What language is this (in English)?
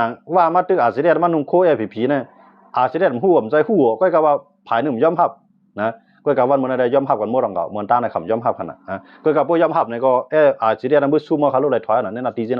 Shan